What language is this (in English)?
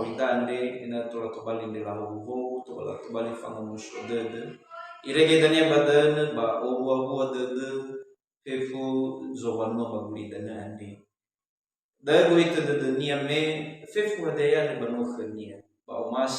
Nias